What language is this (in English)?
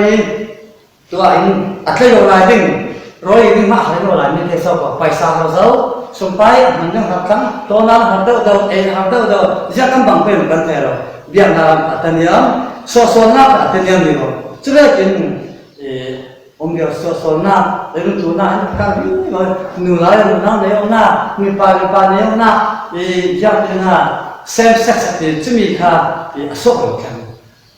Falam Chin